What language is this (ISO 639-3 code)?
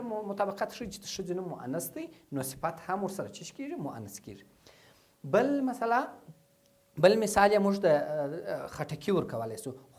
pus